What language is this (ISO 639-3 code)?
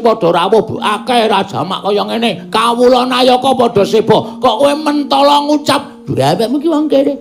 jav